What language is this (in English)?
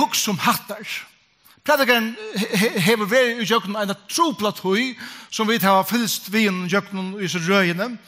Faroese